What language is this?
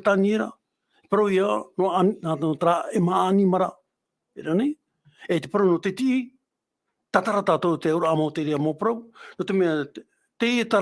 Tahitian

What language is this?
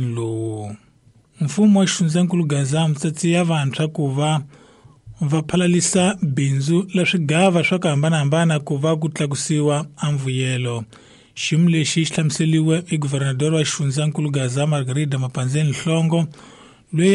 Tsonga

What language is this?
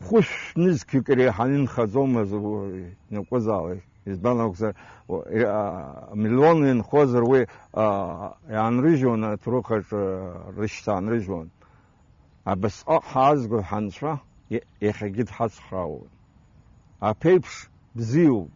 Abkhazian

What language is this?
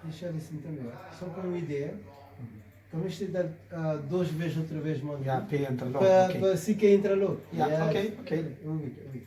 Kabuverdianu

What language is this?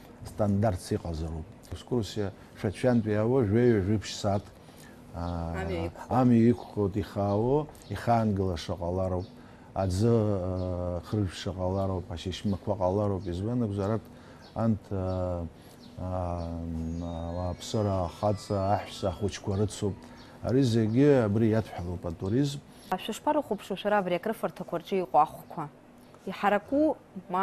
Abkhazian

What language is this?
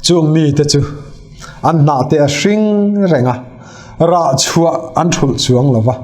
Mizo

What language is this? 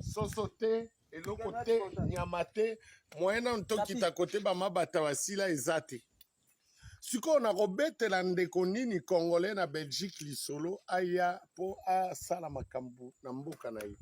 Lingala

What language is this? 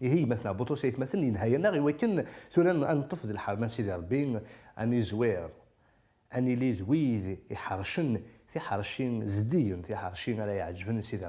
Kabyle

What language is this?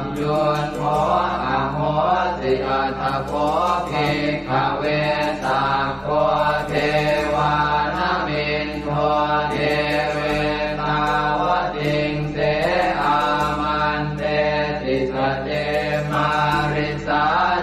Pali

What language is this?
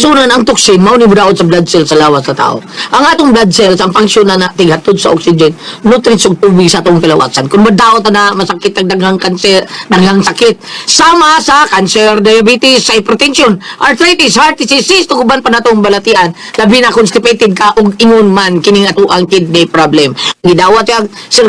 Cebuano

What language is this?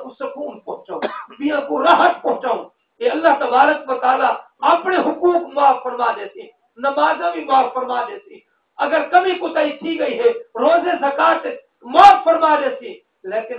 Saraiki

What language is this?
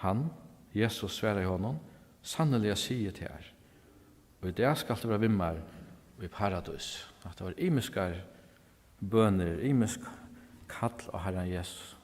Faroese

